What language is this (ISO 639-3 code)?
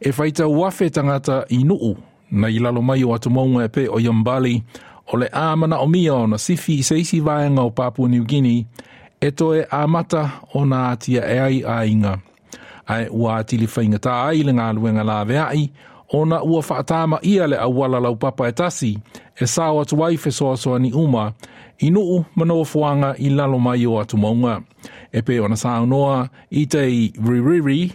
smo